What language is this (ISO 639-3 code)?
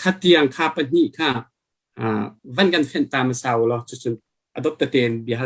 cnh